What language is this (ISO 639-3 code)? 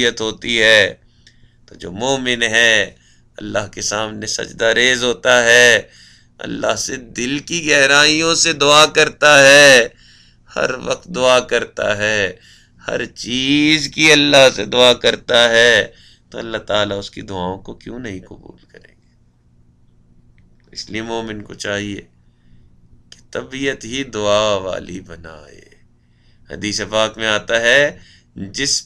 urd